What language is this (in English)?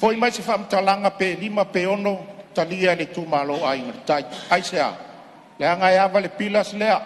Samoan